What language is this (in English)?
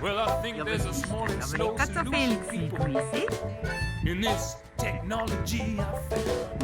Swiss German